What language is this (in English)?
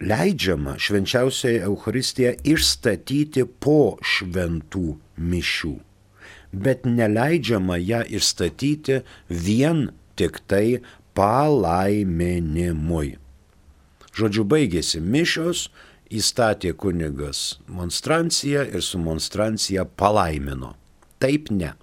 Lithuanian